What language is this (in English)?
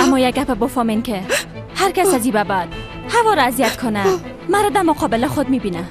Persian